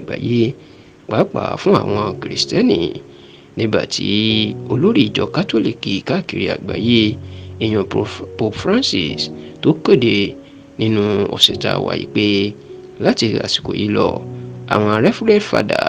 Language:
Yoruba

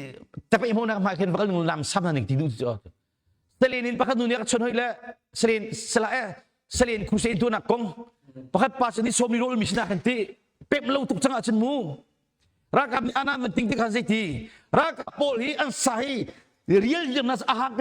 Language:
Hakha Chin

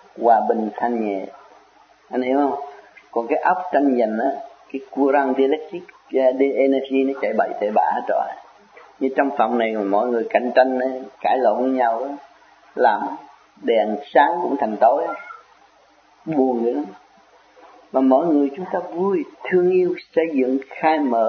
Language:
Vietnamese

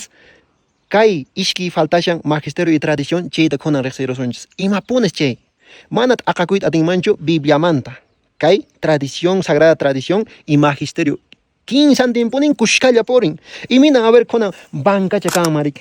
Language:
Quechua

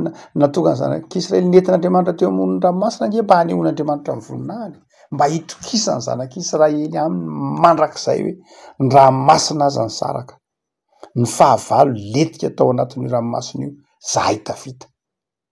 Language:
Malagasy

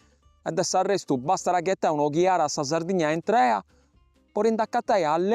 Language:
Sardinian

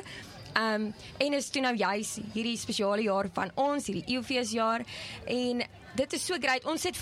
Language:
Afrikaans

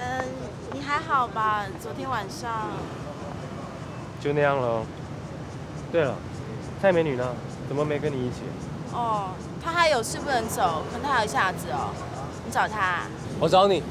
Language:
Hakka Chinese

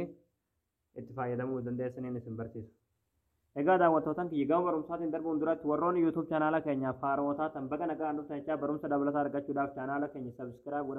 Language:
Oromo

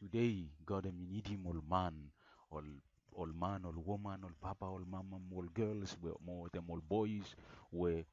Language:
Bislama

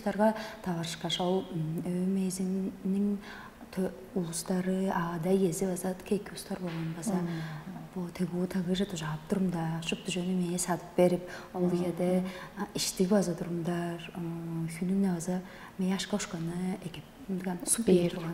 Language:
Tuvinian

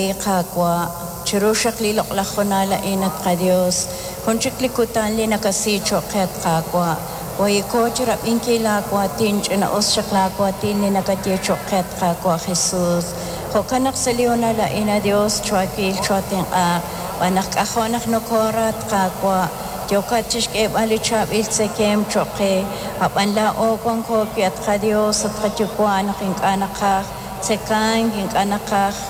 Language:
Kekchí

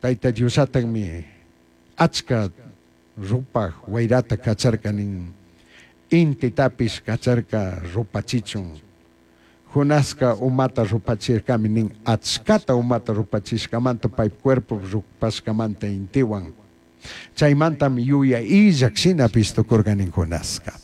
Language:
Chimborazo Highland Quichua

